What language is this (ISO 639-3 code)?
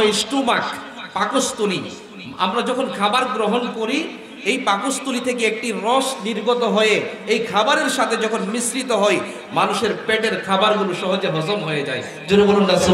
ben